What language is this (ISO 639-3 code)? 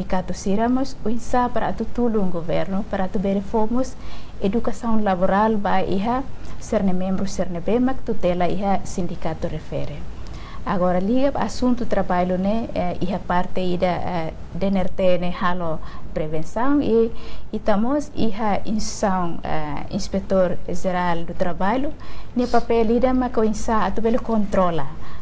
tet